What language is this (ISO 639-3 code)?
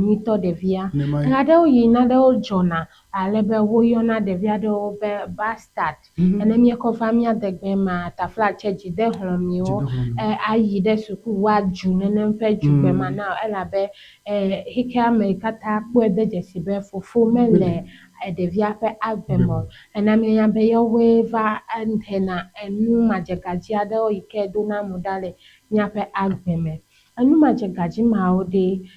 ewe